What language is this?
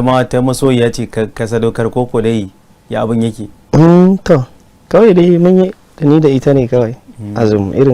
Hausa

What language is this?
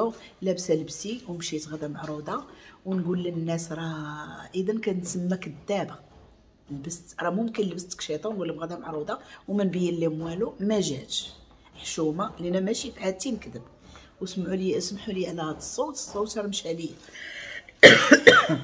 Moroccan Arabic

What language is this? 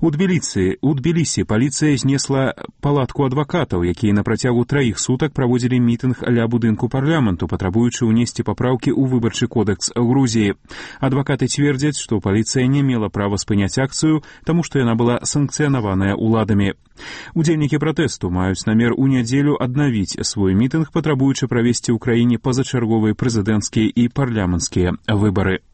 Belarusian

